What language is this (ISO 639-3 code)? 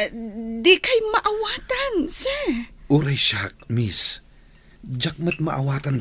ilo